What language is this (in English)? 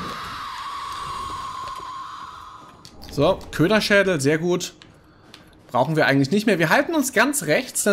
German